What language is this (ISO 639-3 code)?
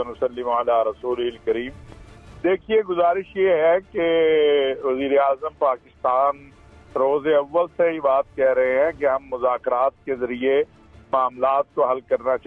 urd